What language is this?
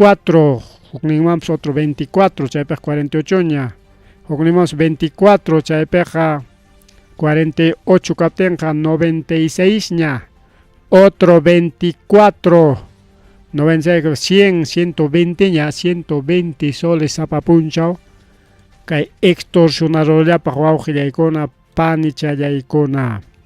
Ayacucho Quechua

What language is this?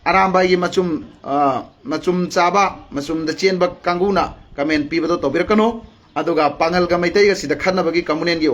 Manipuri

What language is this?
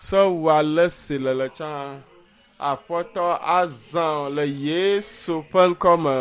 Ewe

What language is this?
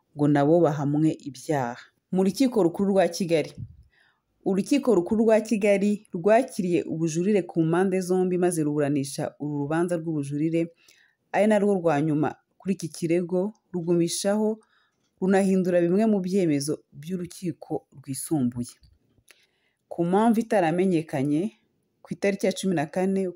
Kinyarwanda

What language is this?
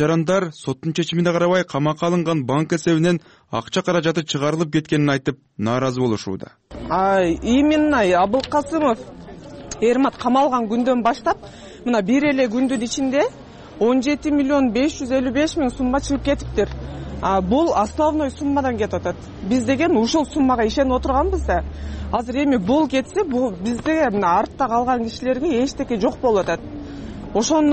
Kyrgyz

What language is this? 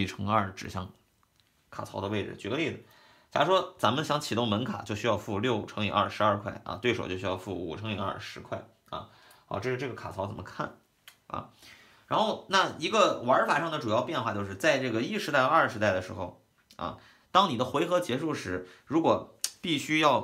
Chinese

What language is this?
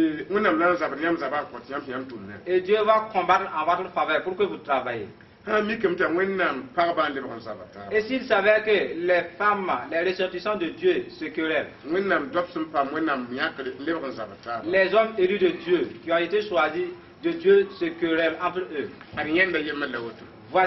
Mossi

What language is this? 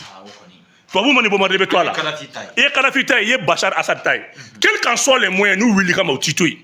Bambara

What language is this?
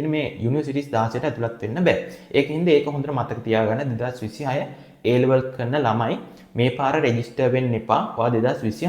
Sinhala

